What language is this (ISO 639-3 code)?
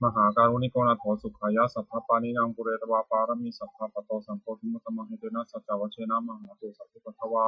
pli